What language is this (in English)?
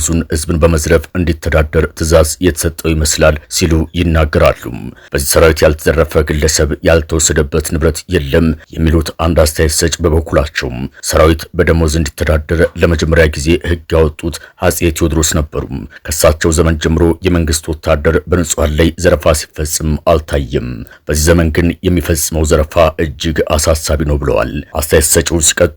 Amharic